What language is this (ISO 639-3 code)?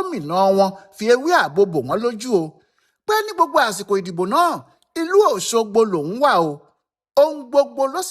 yor